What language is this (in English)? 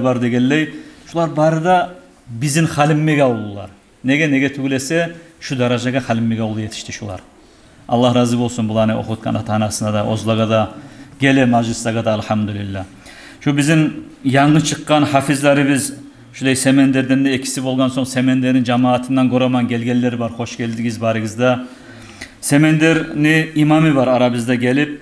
Kumyk